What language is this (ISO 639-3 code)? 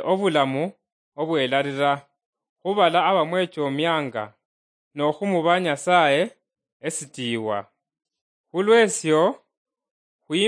luy